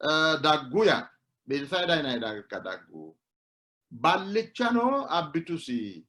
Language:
Sidamo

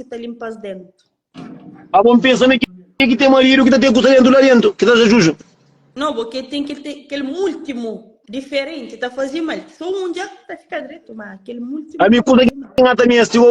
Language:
Kabuverdianu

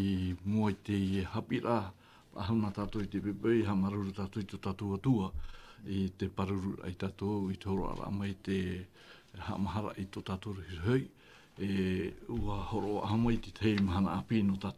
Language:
Tahitian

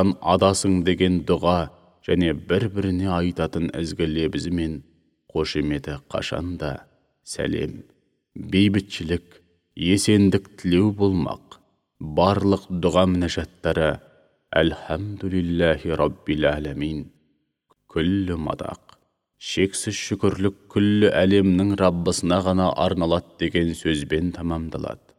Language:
Kazakh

